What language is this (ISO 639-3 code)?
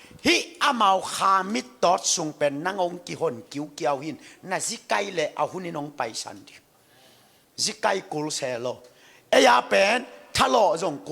ctd